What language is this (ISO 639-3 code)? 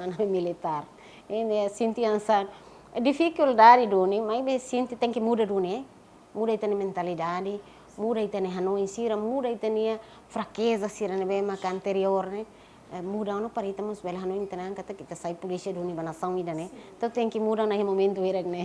tet